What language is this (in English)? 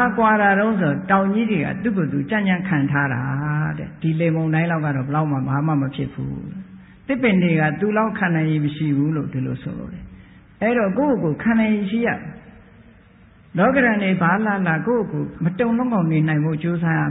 Burmese